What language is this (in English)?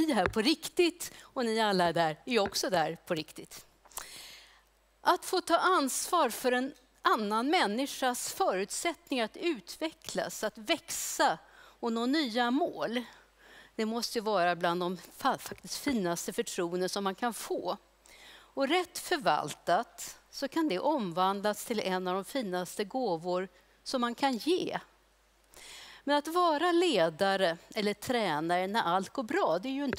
Swedish